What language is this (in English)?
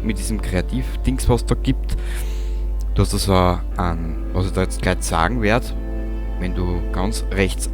Bavarian